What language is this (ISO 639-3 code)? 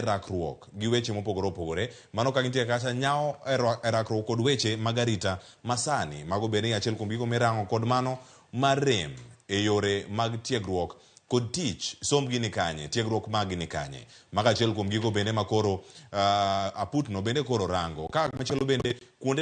luo